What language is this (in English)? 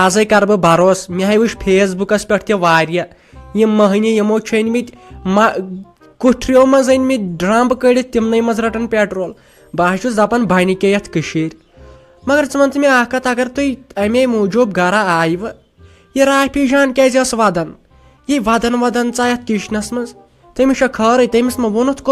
Kashmiri